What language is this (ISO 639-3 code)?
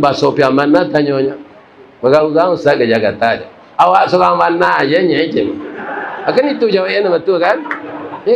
min